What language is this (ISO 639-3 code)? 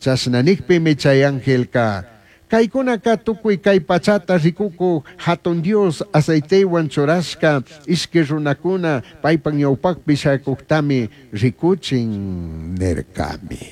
qug